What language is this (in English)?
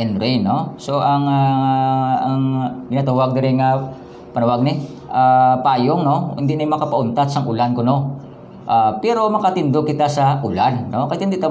Hiligaynon